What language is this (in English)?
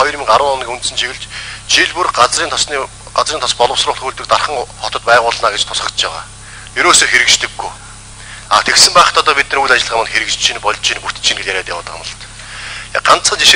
Mongolian